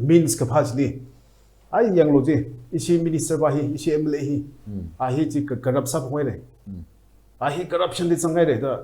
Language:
Tangkhul Naga (India)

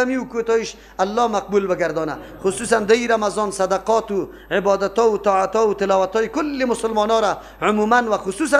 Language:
Persian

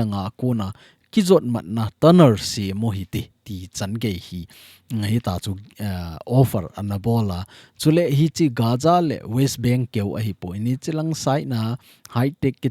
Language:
Thado Chin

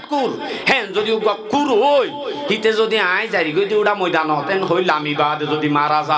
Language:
Rohingya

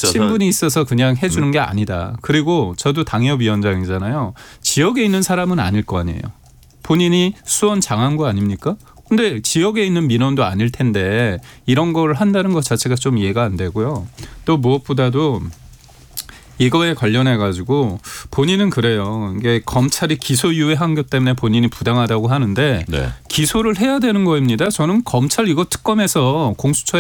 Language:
Korean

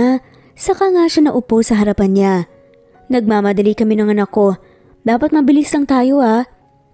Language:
Filipino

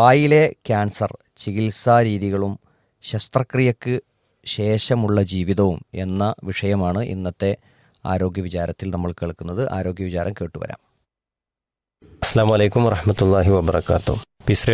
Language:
Malayalam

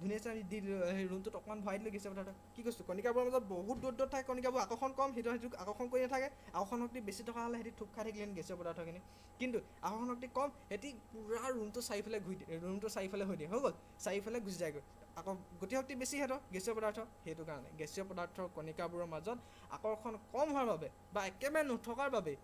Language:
Assamese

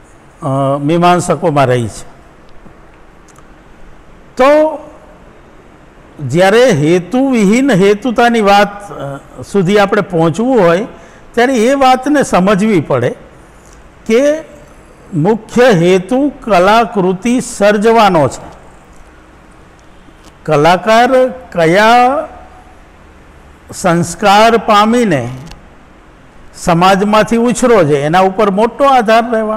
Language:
Gujarati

